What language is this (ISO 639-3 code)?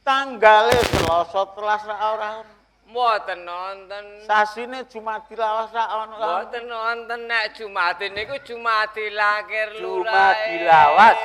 jav